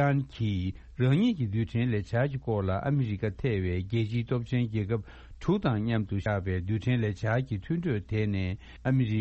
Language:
Tibetan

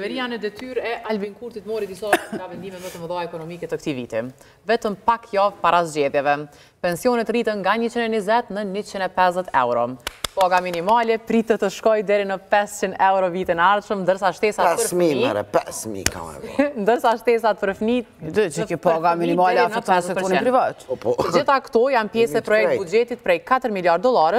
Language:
Albanian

